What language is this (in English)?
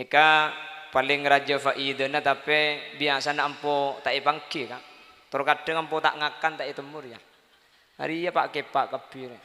Madurese